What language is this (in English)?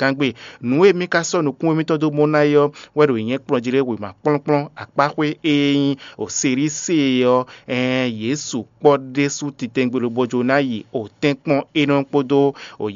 Fon